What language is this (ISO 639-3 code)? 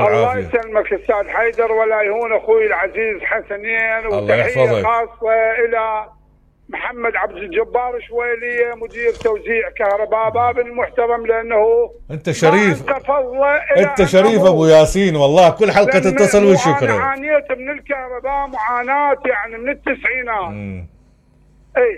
acm